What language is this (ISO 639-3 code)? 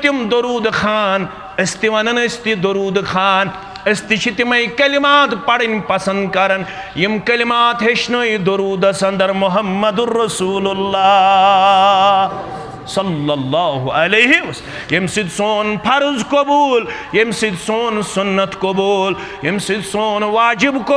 kas